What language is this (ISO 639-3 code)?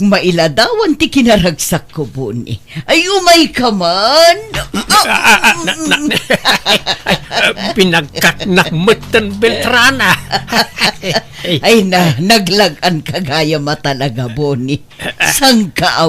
ilo